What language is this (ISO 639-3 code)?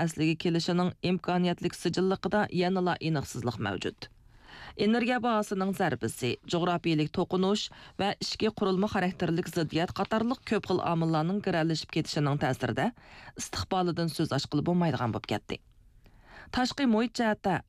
uig